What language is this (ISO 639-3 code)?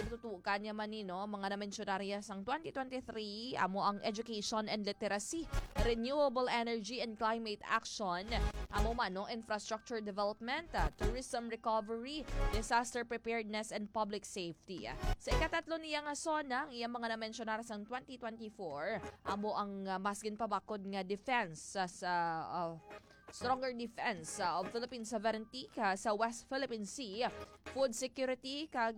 hil